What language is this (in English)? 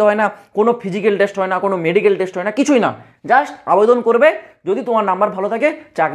Bangla